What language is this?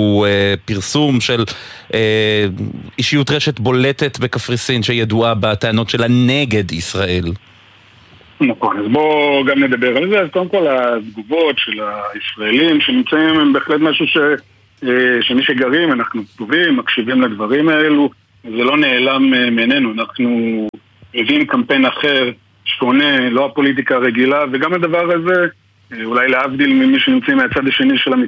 Hebrew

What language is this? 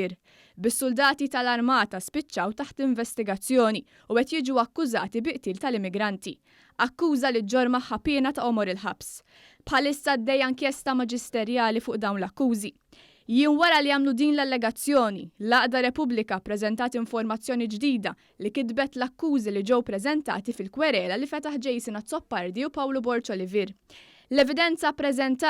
Maltese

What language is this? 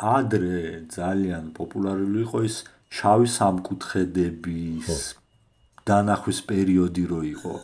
Georgian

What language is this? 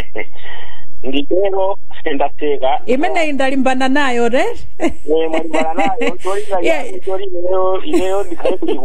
Nyanja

